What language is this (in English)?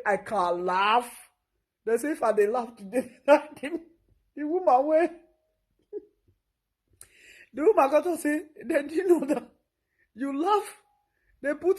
Nigerian Pidgin